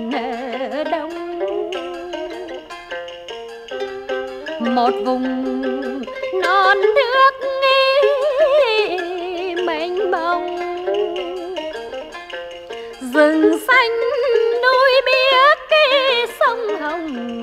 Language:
Vietnamese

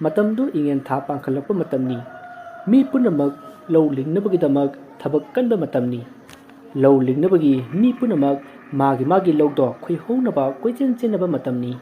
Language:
Manipuri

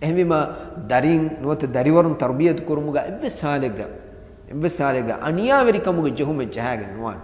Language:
Divehi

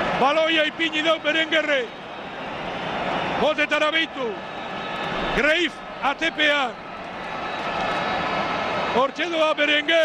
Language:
Basque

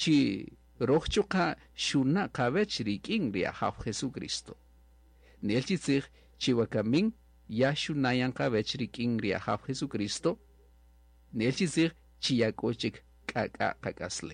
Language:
Kaqchikel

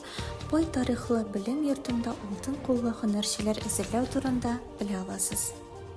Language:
Tatar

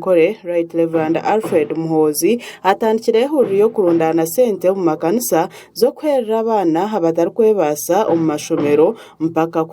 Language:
Nyankole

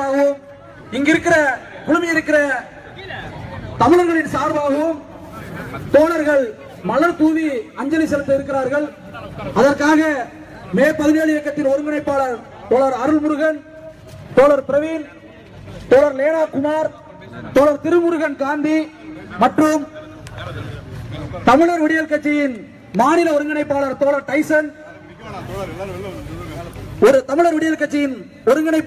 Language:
Tamil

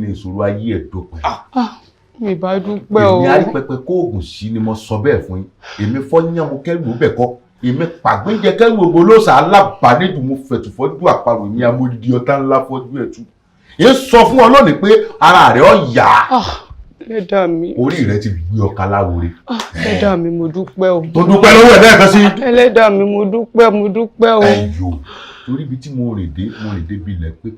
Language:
Yoruba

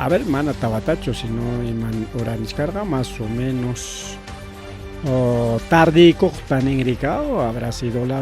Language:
Ayacucho Quechua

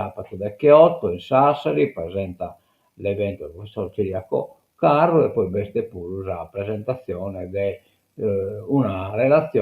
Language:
Sardinian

